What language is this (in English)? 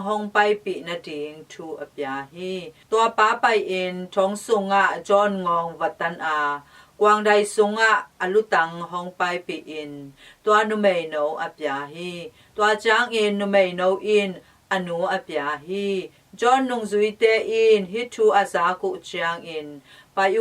Tedim Chin